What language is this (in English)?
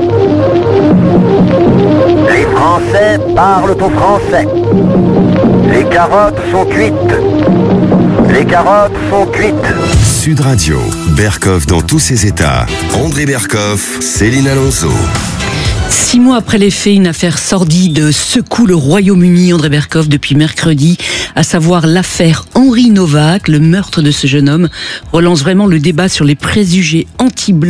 French